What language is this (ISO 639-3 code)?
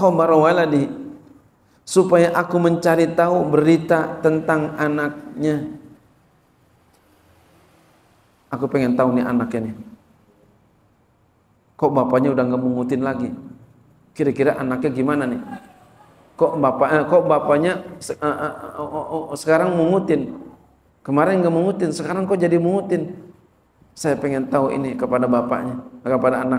ind